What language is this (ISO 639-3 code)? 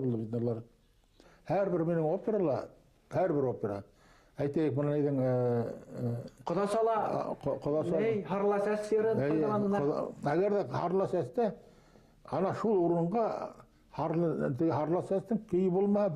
bak